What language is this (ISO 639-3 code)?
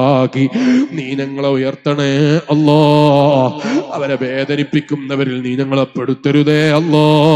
mal